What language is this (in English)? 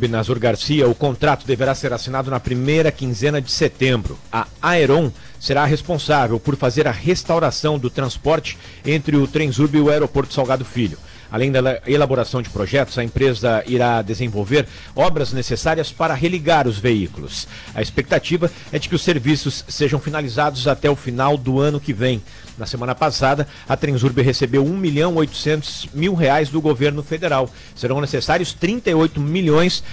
Portuguese